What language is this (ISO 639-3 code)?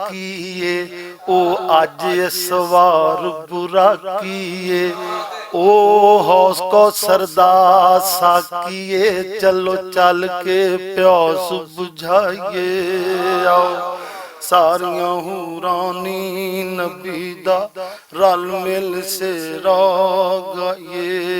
lah